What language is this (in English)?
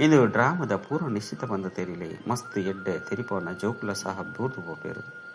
Tulu